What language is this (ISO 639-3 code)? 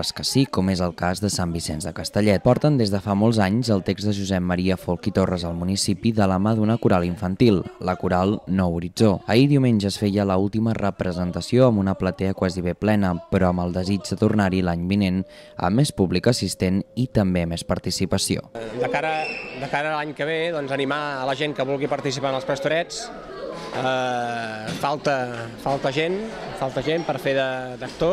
cat